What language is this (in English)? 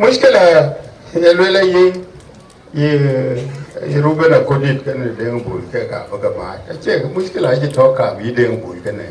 Dinka